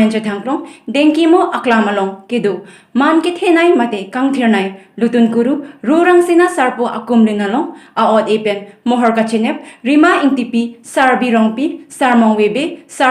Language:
Karbi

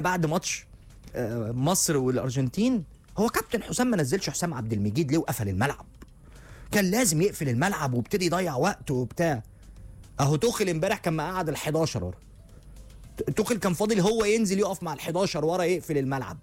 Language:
Egyptian Arabic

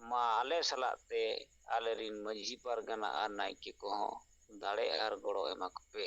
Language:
Santali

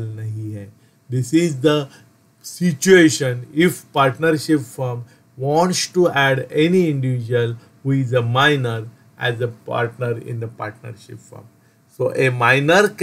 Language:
Hindi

